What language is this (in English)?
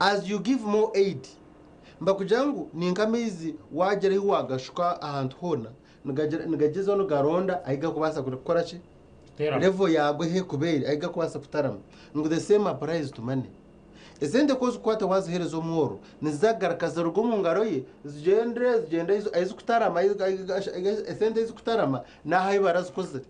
Nyankole